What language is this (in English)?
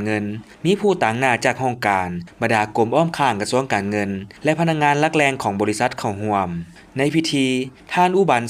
Lao